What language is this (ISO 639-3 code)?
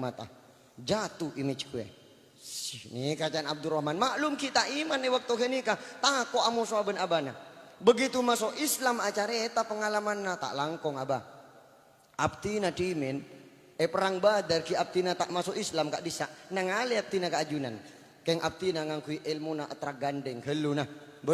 mad